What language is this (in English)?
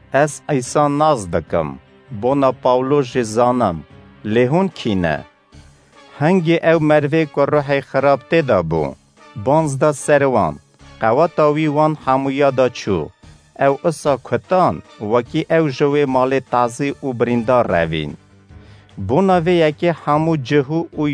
Kurdish